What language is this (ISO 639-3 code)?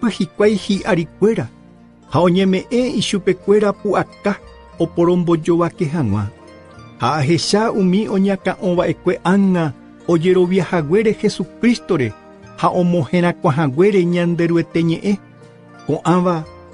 grn